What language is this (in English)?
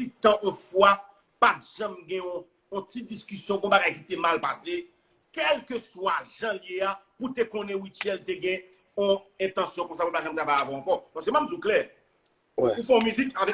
Haitian Creole